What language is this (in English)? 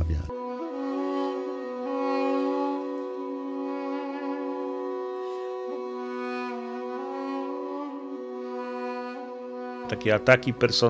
Polish